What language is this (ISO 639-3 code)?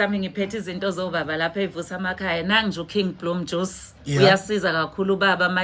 zul